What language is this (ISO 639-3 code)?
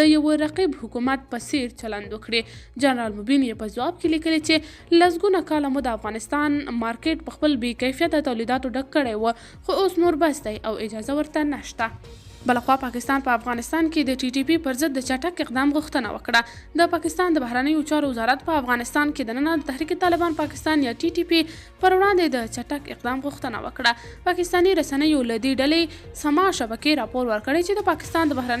pus